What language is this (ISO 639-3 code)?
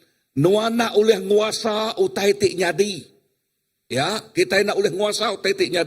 iba